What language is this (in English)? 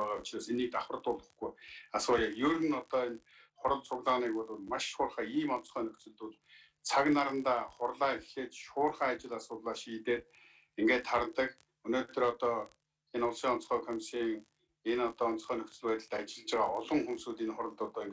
Mongolian